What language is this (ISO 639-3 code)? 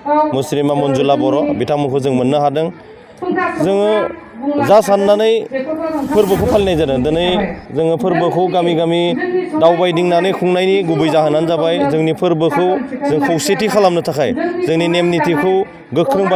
brx